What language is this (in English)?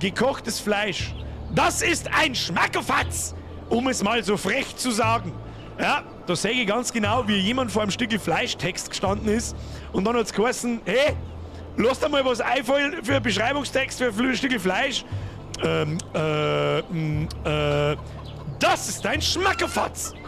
Bavarian